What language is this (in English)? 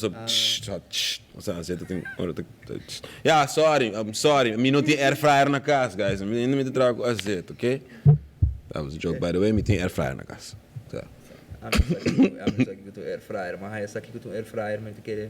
Papiamento